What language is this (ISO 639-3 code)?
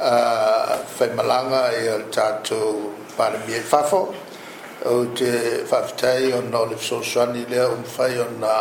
smo